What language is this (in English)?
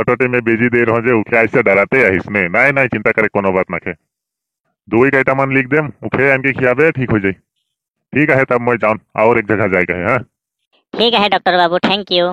Sadri